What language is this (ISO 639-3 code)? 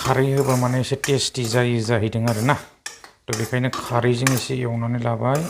brx